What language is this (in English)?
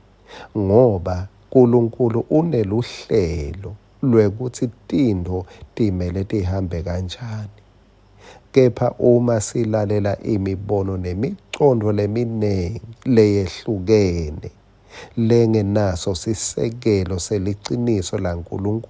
Swati